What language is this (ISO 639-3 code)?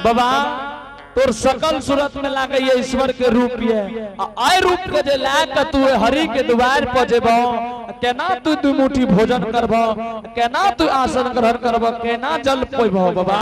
anp